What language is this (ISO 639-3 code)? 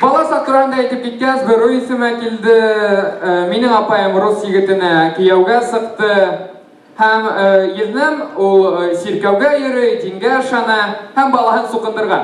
bak